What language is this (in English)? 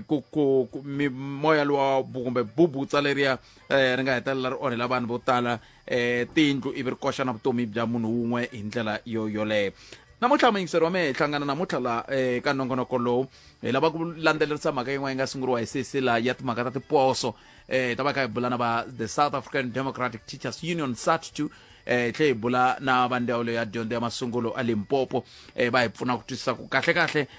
Tsonga